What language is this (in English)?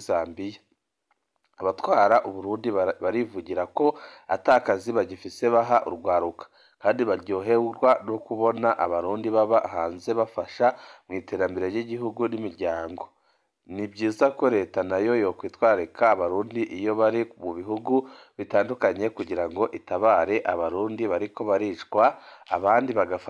Rundi